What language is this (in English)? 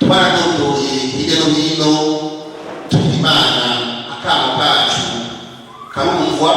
Rundi